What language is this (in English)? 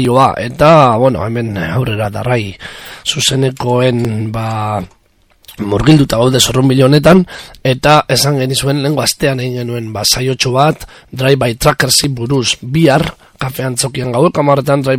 Basque